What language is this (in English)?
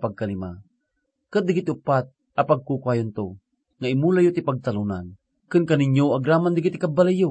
Iloko